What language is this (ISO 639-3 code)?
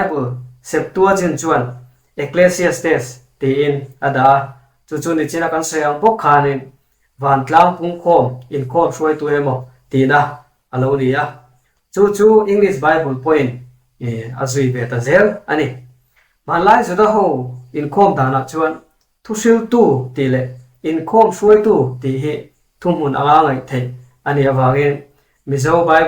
lus